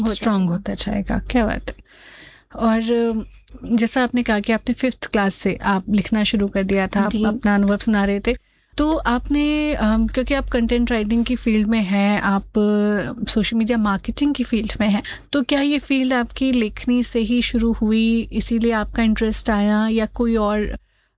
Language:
Hindi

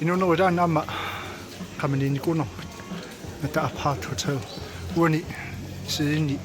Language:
Kalaallisut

